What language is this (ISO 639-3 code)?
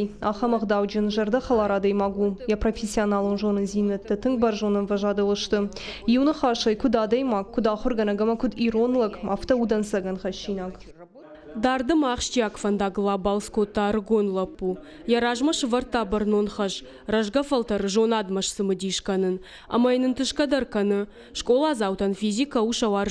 oss